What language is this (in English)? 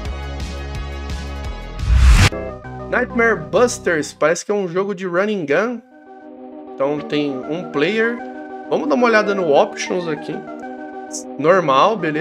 Portuguese